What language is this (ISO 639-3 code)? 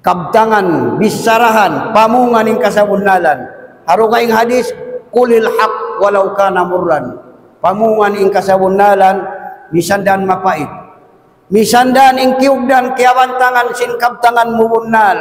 tsg